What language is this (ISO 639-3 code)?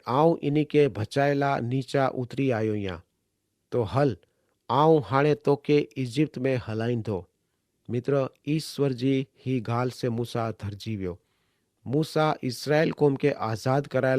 kfr